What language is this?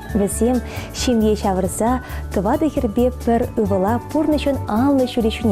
Chuvash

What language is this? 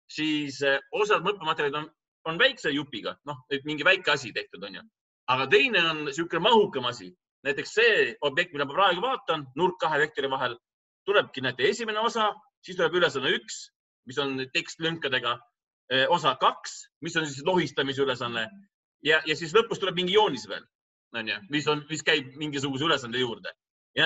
Estonian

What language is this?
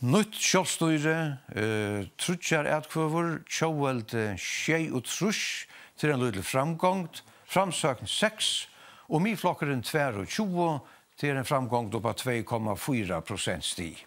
Faroese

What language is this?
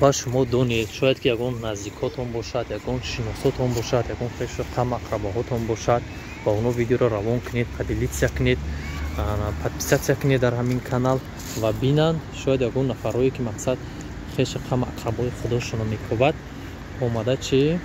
Tajik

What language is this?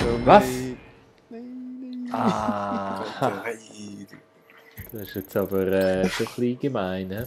Swiss German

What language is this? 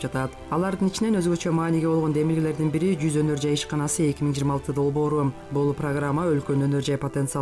Kyrgyz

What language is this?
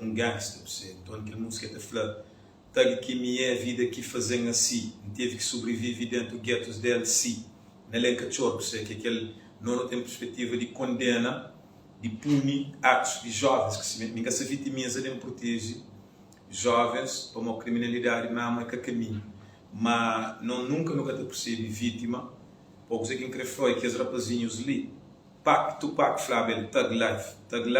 Kabuverdianu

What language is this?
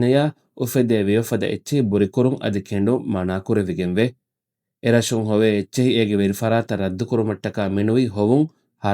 Divehi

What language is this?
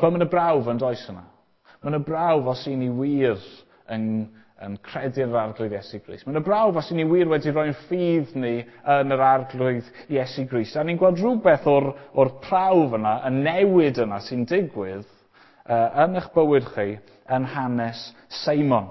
Welsh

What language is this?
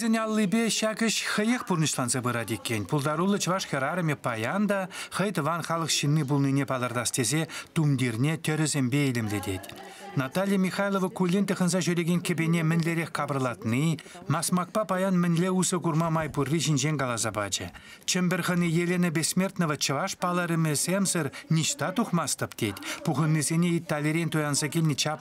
Chuvash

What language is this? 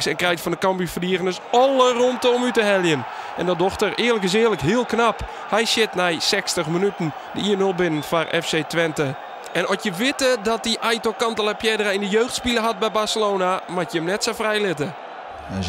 Western Frisian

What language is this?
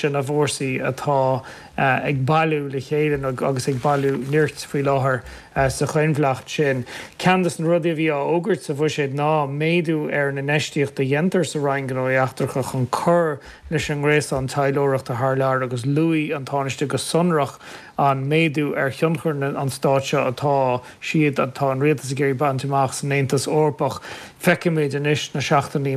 Irish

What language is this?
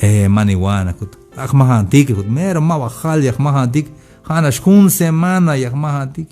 Tzeltal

